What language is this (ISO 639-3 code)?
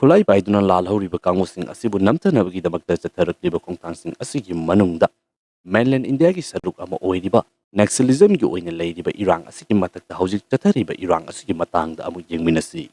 mni